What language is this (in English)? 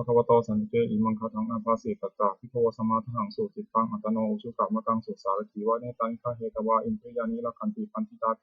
Pali